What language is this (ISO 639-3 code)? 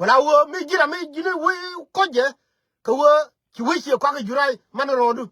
nus